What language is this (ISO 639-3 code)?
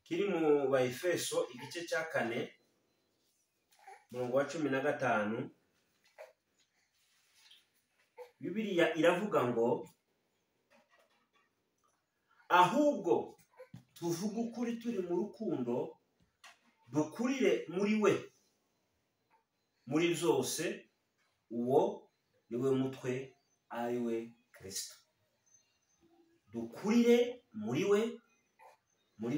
kin